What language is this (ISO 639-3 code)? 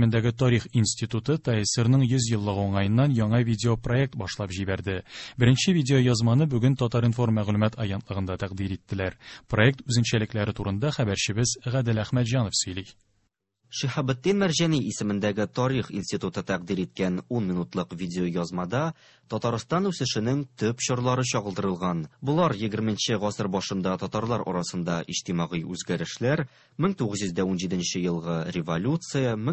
tat